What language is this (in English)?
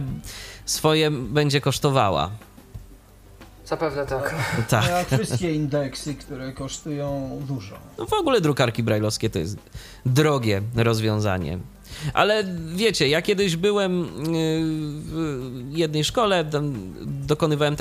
Polish